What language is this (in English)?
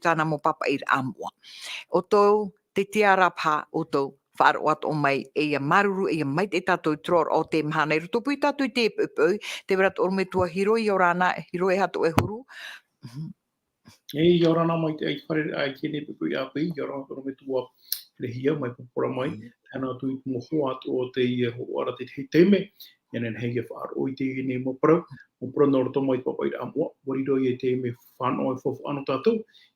Tahitian